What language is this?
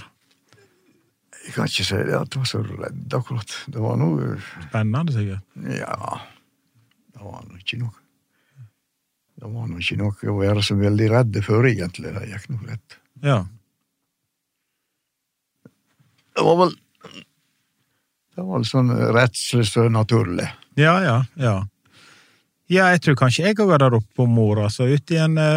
Norwegian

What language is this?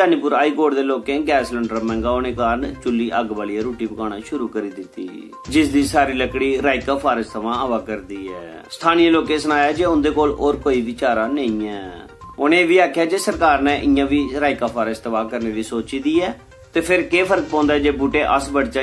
Dogri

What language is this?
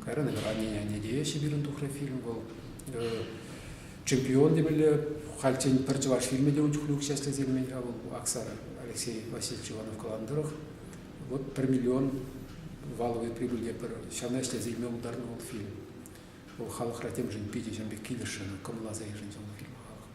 Chuvash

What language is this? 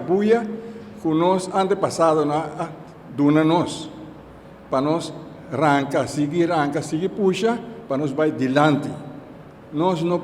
Papiamento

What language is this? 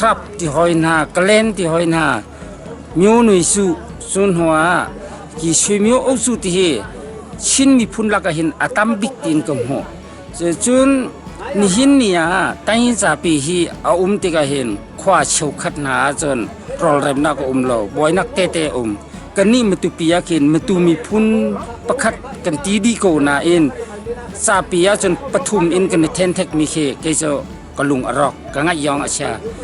Hakha Chin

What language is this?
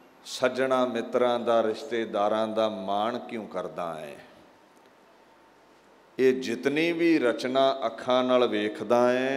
Punjabi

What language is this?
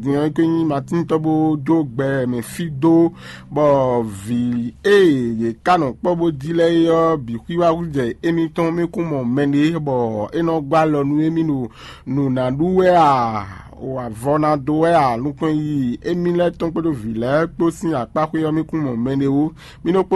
Fon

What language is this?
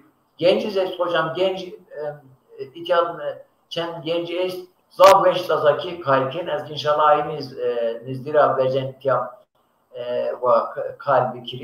Zaza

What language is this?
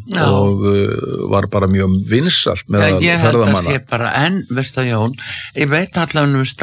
Icelandic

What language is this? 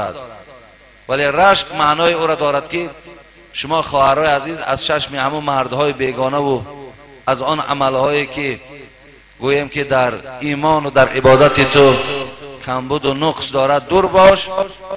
Tajik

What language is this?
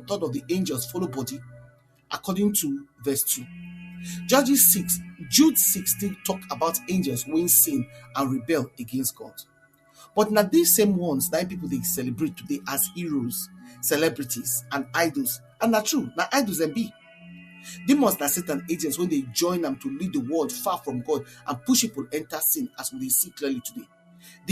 Nigerian Pidgin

